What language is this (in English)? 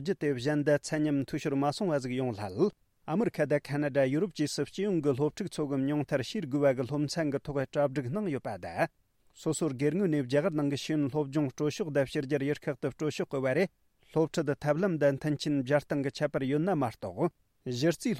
Tibetan